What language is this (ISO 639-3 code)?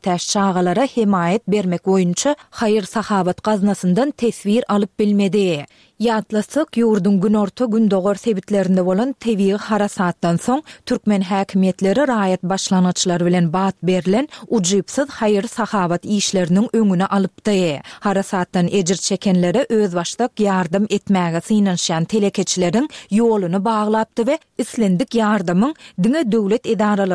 tuk